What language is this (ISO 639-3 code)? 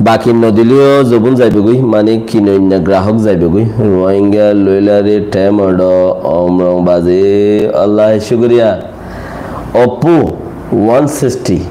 rhg